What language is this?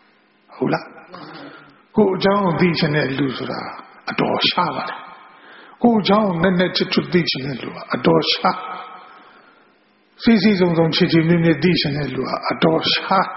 Burmese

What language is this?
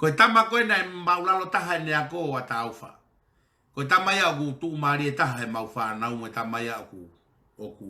Tongan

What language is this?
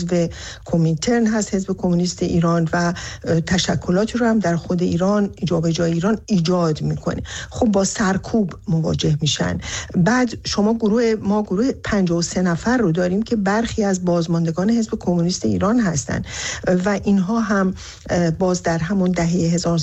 Persian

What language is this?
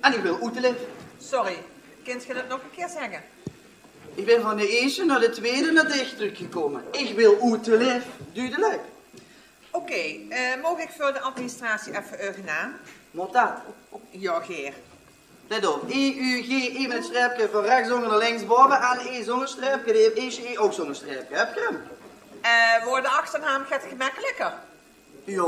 Limburgish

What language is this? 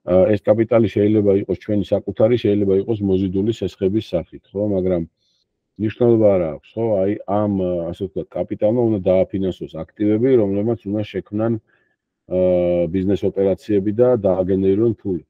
Georgian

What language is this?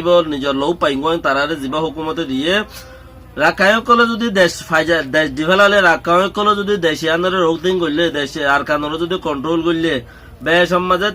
Rohingya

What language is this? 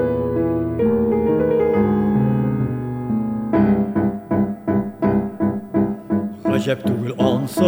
Tatar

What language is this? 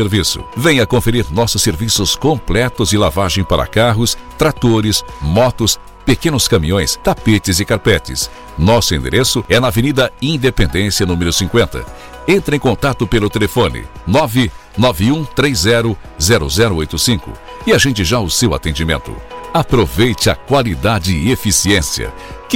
Portuguese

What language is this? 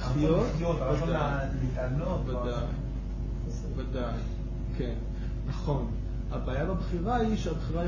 Hebrew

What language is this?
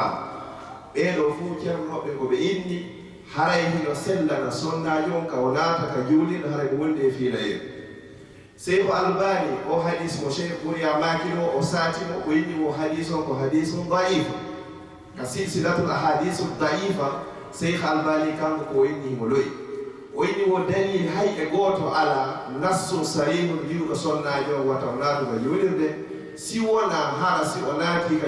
Fula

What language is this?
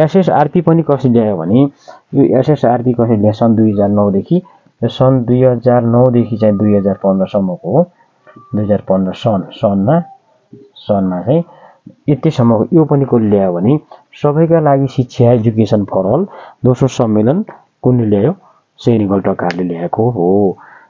Nepali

